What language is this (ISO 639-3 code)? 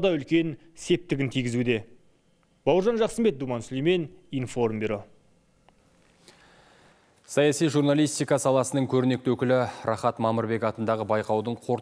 kaz